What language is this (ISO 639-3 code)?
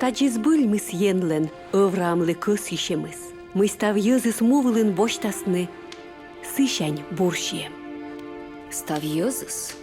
kom